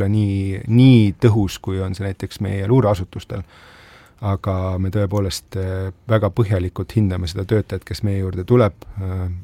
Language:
Estonian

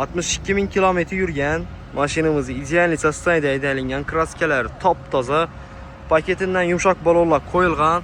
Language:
Uzbek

